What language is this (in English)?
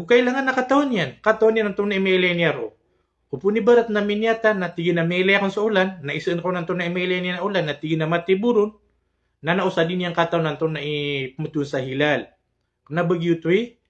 Maranao